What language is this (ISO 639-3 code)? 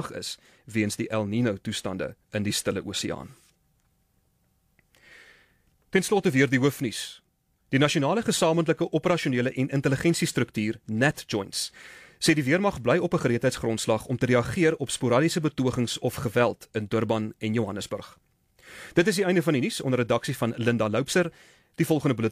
afr